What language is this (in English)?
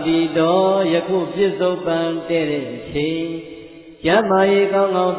Burmese